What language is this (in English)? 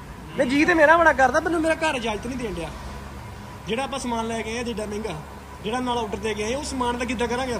Punjabi